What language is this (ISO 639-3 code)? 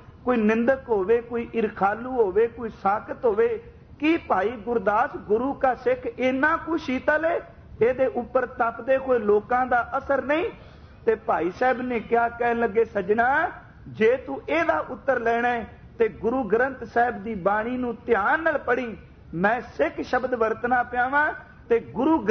pan